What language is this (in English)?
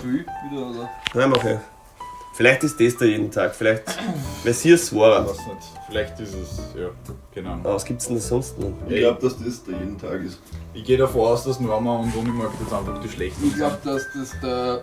Bavarian